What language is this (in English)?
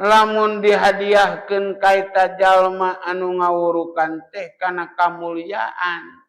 Sundanese